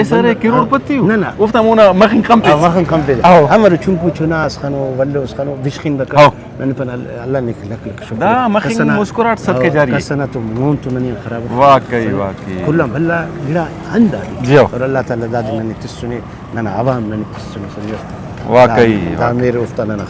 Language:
Brahui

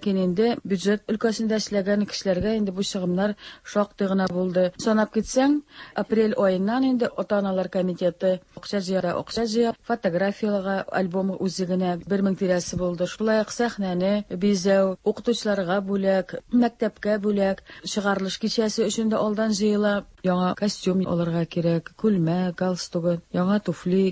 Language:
Tatar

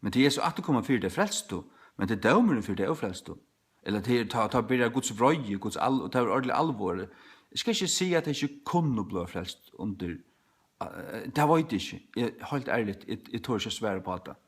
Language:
Faroese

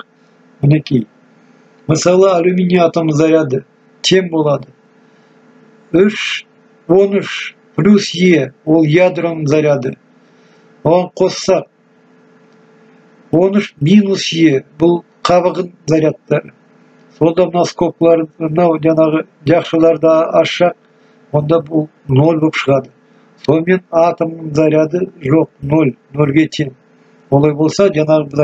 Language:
Kazakh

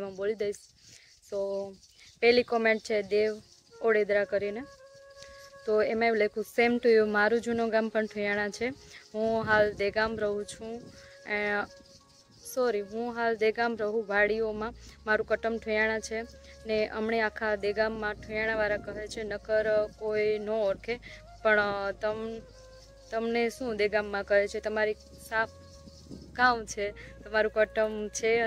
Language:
Gujarati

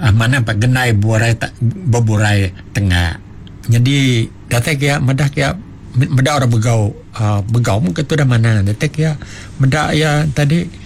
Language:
Iban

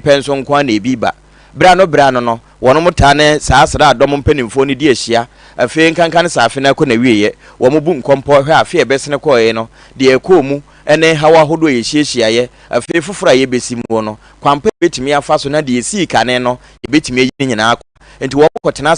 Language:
Akan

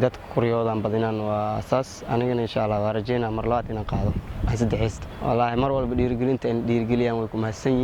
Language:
Somali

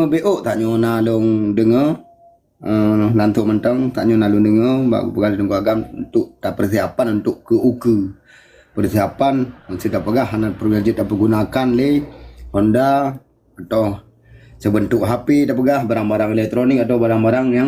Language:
Achinese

